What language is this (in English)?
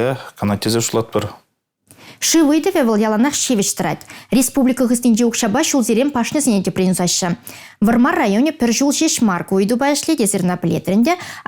Chuvash